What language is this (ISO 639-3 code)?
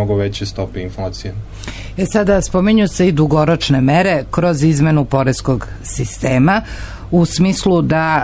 srp